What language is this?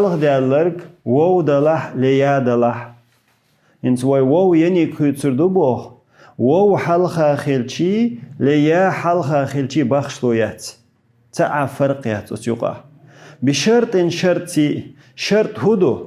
Chechen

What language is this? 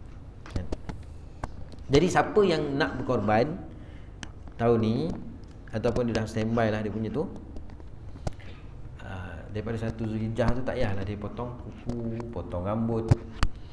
Malay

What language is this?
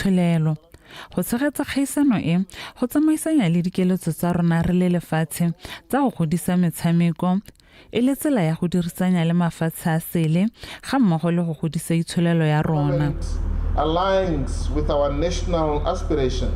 Tswana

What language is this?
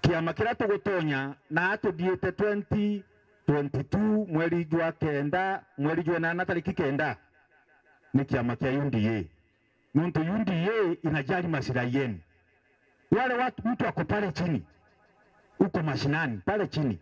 Meru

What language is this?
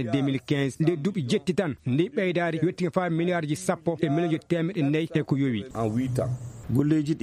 Fula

